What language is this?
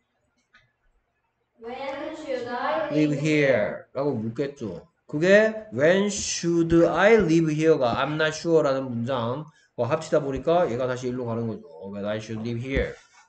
Korean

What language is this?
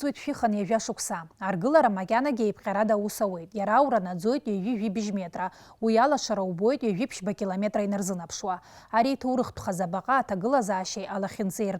Abkhazian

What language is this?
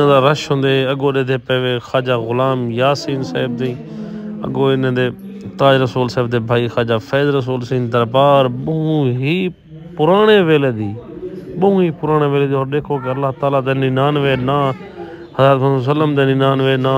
Saraiki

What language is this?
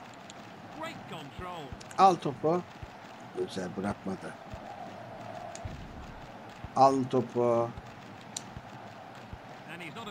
Turkish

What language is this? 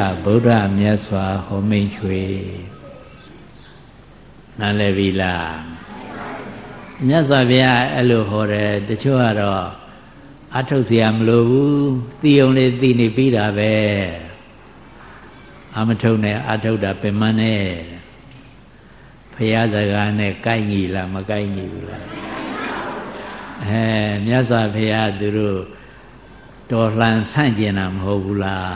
Burmese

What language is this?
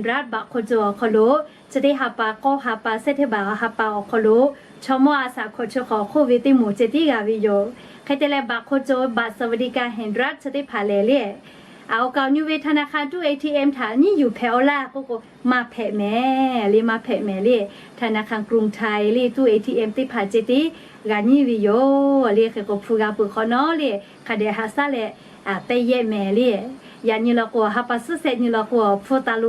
Lahu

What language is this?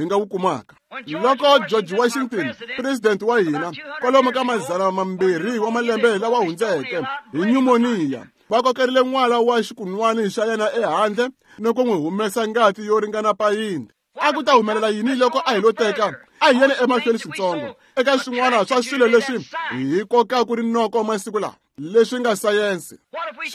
Tsonga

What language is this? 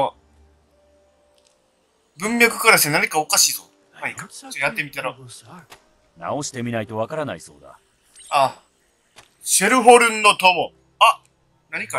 Japanese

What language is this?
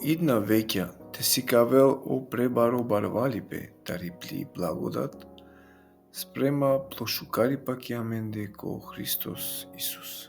Balkan Romani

